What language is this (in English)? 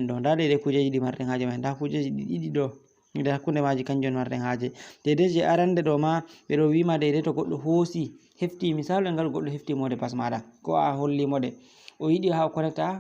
Fula